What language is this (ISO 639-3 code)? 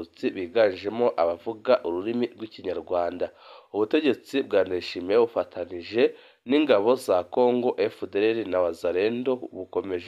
run